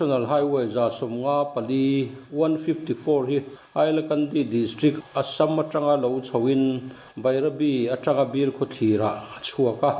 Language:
Mizo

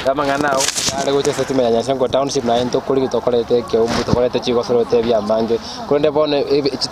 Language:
Gusii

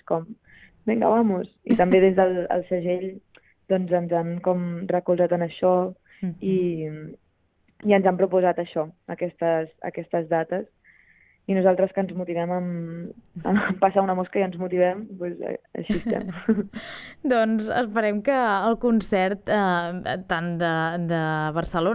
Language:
Catalan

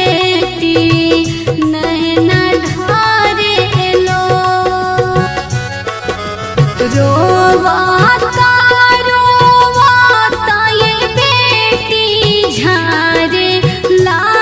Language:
Bhojpuri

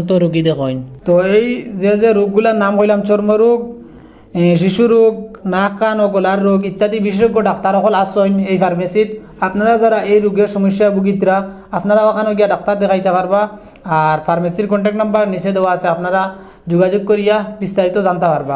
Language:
Sylheti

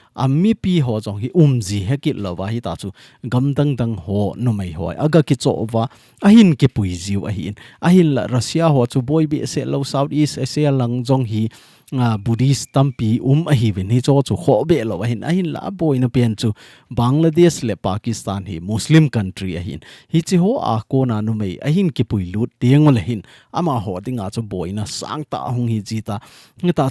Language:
Thado Chin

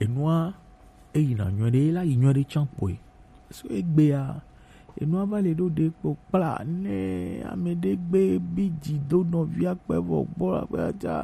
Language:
Gen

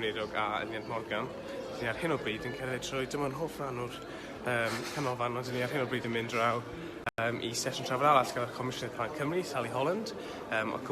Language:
Welsh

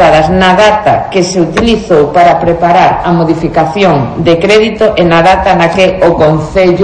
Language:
Galician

